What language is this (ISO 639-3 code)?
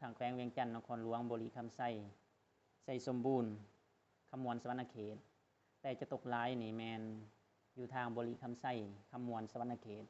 lao